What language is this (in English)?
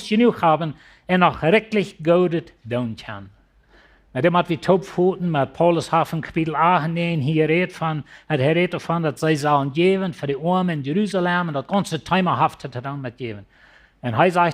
Plautdietsch